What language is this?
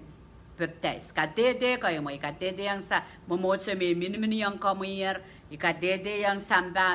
Pohnpeian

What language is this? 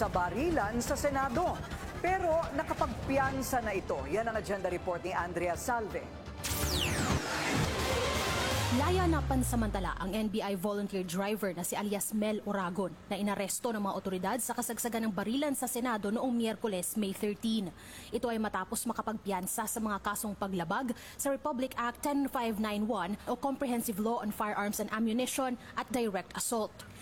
Filipino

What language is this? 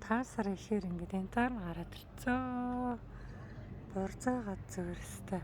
Mongolian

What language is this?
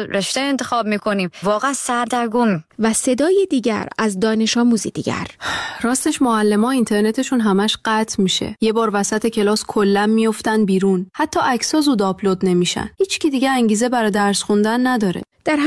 Persian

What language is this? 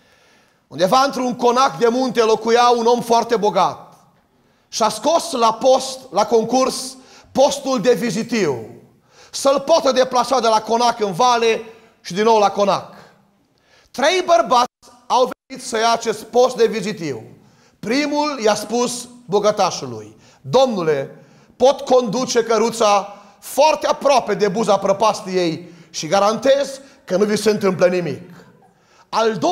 Romanian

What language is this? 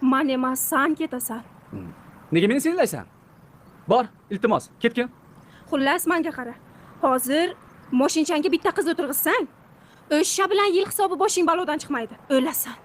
Uzbek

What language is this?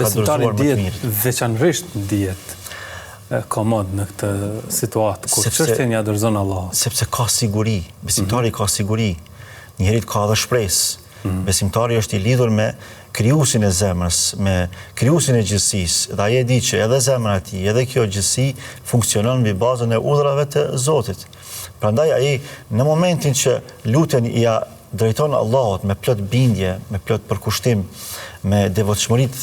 Albanian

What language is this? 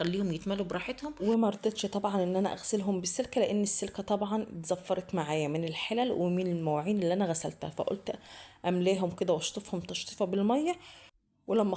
Egyptian Arabic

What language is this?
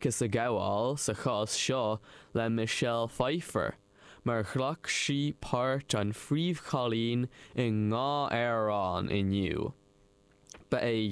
Irish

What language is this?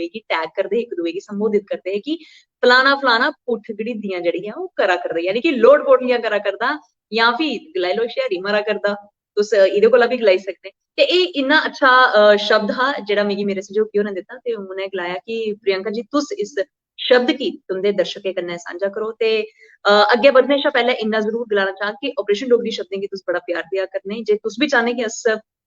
Dogri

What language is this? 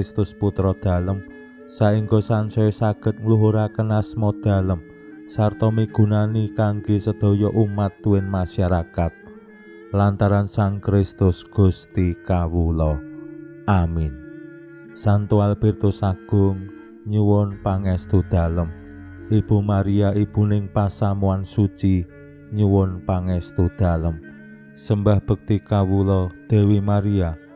Javanese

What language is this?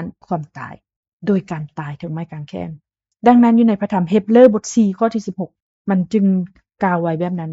Lao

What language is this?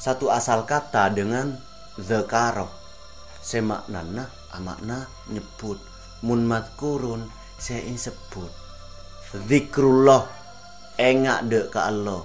Madurese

